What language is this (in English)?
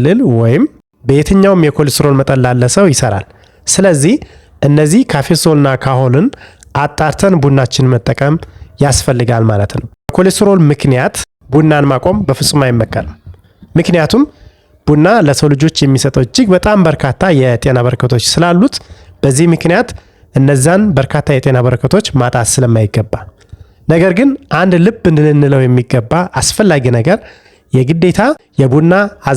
Amharic